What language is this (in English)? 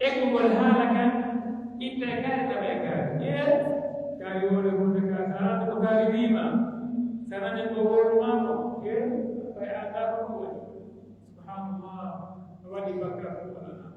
Pular